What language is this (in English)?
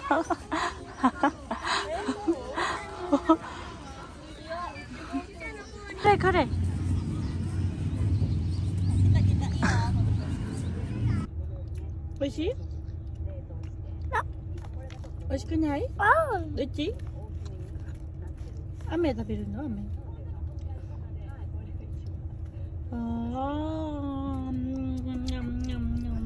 Japanese